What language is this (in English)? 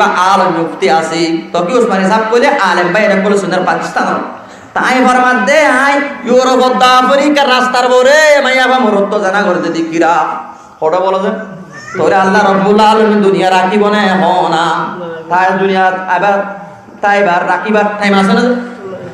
Rohingya